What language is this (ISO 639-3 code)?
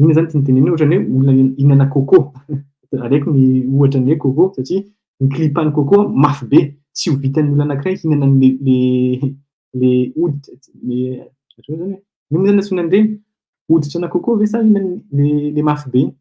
mlg